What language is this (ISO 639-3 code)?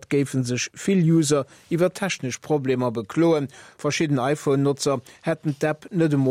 ltz